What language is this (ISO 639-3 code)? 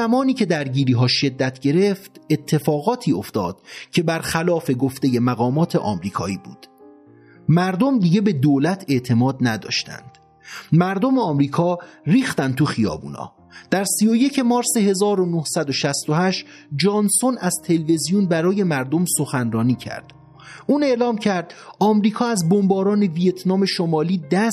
fas